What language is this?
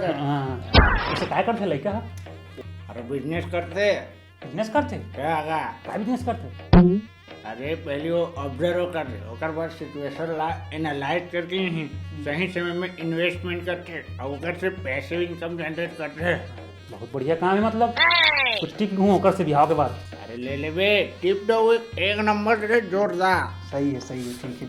Chhattisgarhi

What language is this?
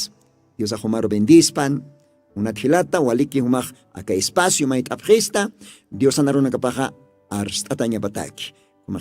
Aymara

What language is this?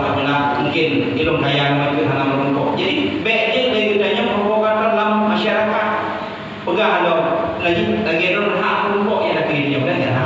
Achinese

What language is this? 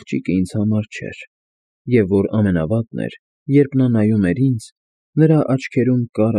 Armenian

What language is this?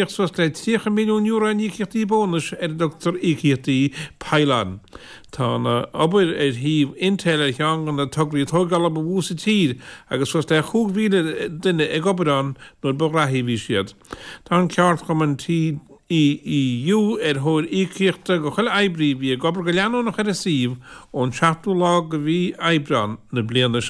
Irish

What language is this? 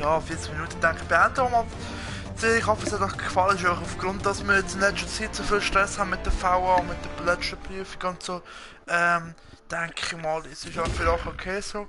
Swiss German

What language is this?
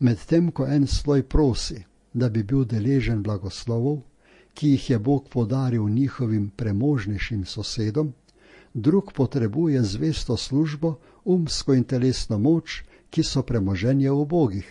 Slovenian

